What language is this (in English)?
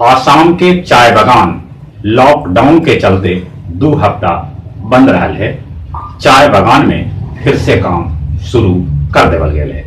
Magahi